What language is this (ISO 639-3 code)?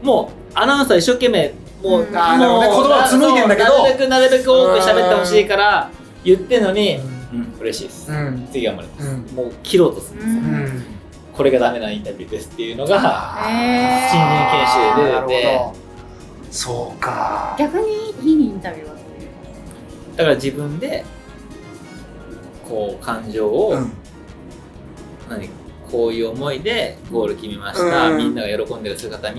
jpn